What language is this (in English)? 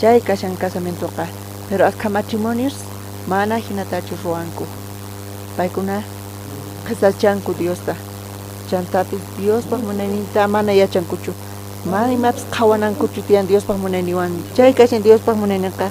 South Bolivian Quechua